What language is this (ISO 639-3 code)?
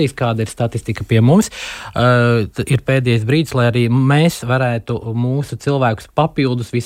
lav